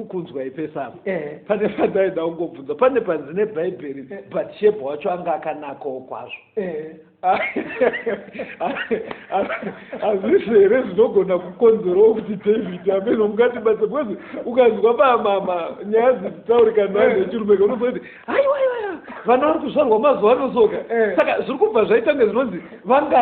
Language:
Shona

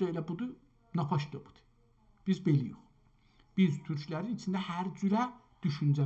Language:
South Azerbaijani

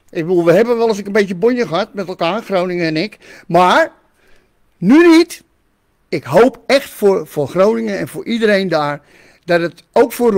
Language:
Dutch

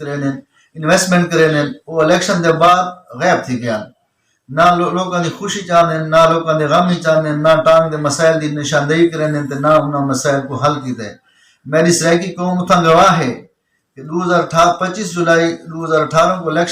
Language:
Saraiki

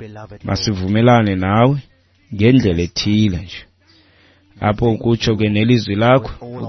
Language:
Xhosa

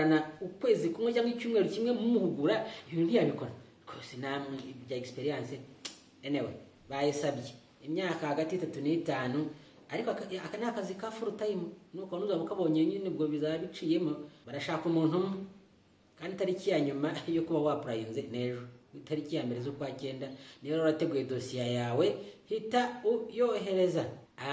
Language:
Kinyarwanda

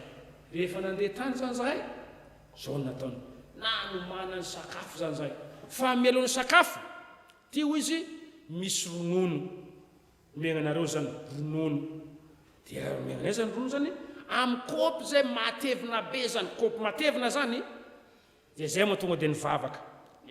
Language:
Malagasy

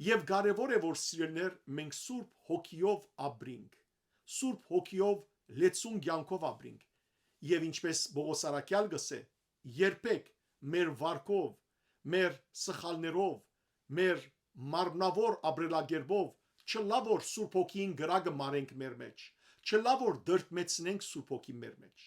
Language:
Western Armenian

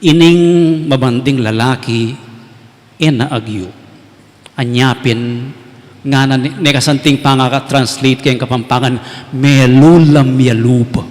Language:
Pampanga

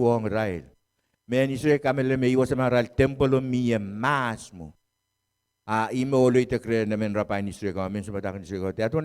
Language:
Pohnpeian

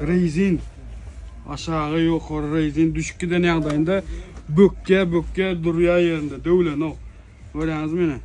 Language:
Turkmen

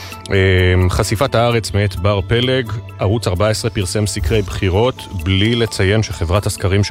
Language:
Hebrew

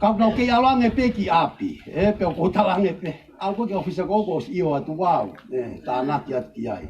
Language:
Tongan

